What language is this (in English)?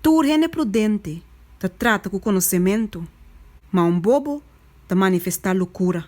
Papiamento